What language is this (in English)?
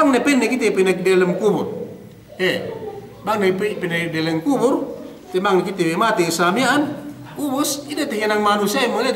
Yakan